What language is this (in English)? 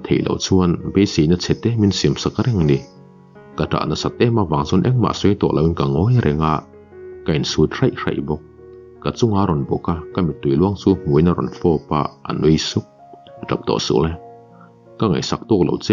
Mizo